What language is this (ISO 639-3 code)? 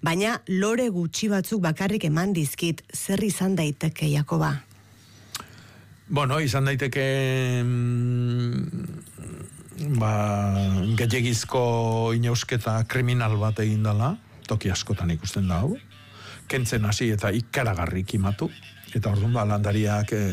eus